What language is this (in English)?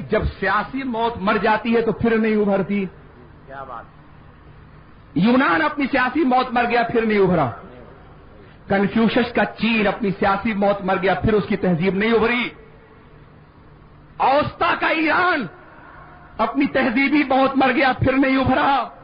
Urdu